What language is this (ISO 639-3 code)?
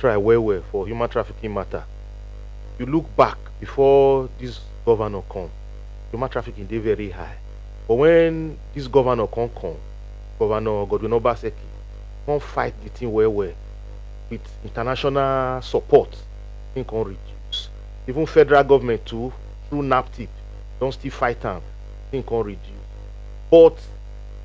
pcm